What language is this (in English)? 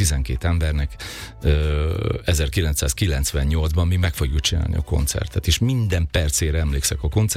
Hungarian